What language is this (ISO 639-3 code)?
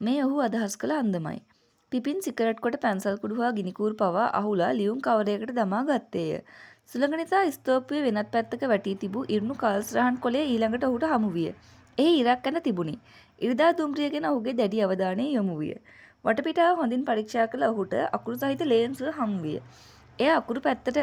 sin